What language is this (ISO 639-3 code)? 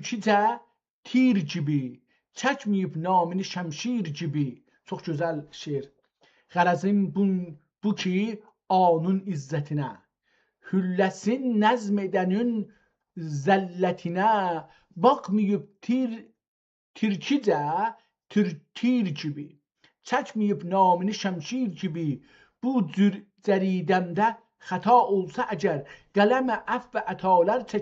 azb